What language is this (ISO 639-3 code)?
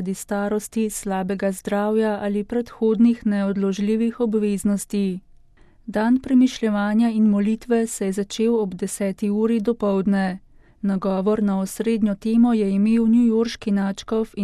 slv